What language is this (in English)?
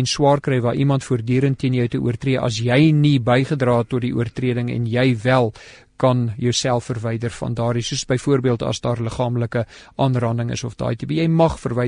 Afrikaans